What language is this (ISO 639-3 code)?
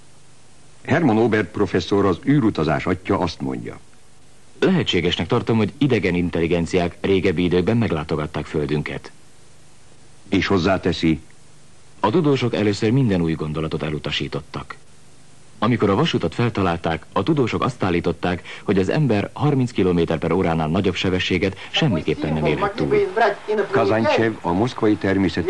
hun